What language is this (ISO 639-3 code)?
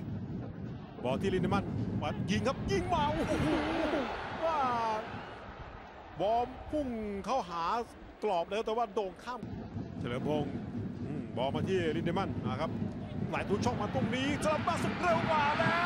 tha